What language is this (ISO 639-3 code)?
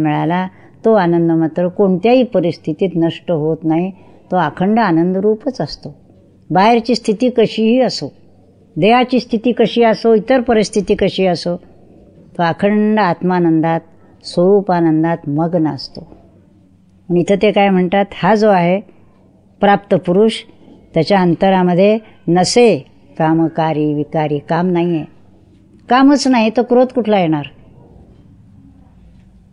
mar